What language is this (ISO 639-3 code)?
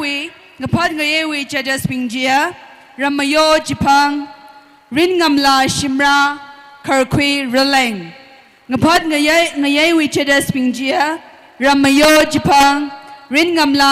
nmf